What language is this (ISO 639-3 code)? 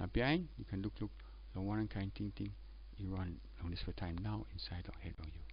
tpi